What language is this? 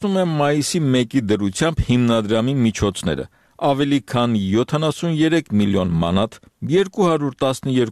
Armenian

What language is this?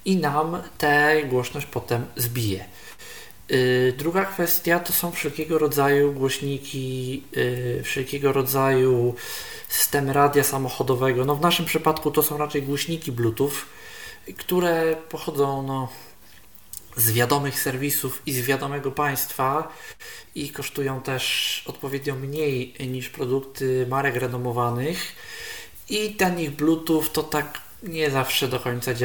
Polish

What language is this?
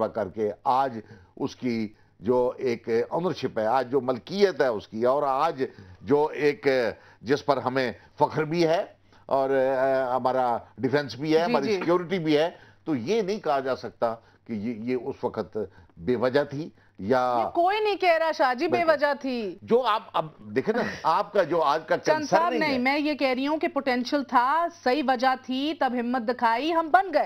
Urdu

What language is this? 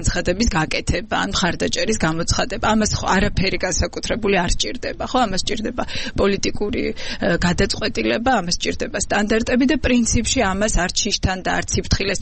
Georgian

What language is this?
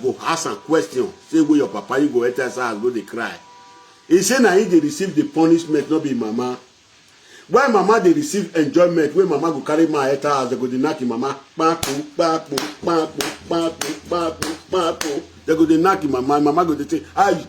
Nigerian Pidgin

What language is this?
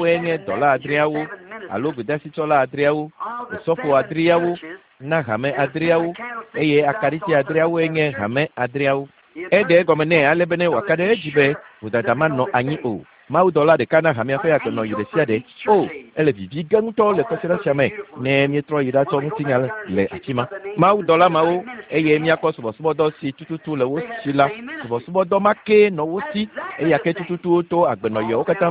Ewe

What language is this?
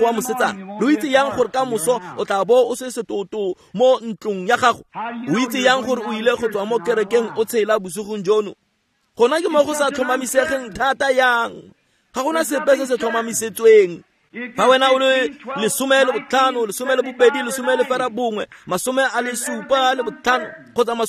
Tswana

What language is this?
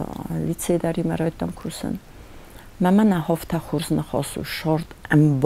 Ossetic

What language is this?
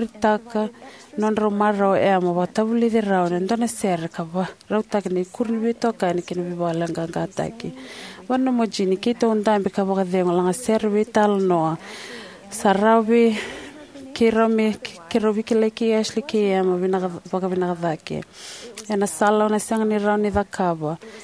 Fijian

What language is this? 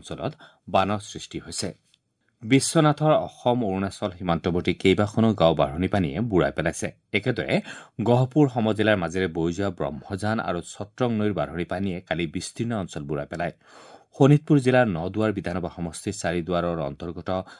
Assamese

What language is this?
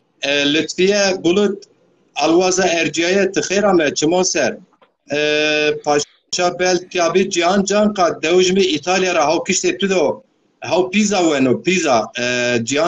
Zaza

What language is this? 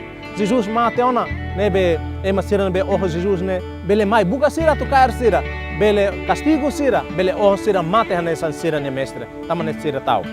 Tetum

